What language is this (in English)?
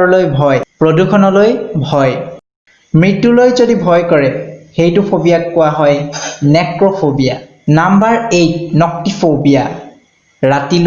Assamese